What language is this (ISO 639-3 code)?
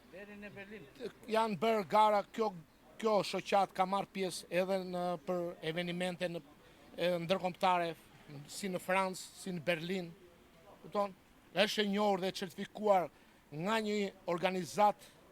sqi